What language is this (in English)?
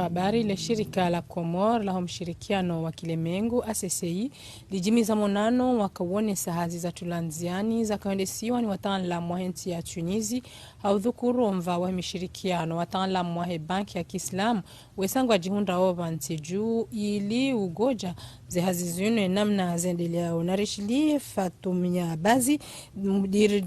Ngazidja Comorian